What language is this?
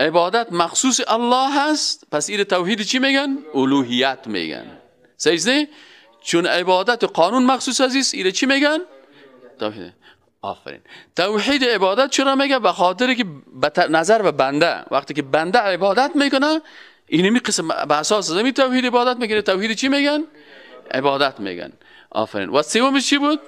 Persian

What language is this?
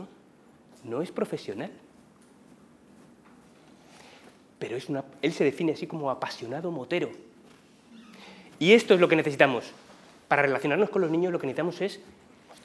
Spanish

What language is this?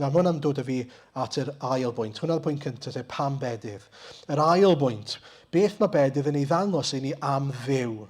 Welsh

